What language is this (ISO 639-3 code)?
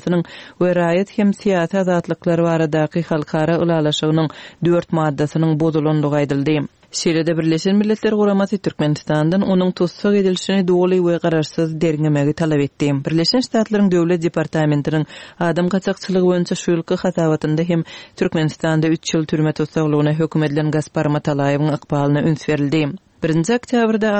tuk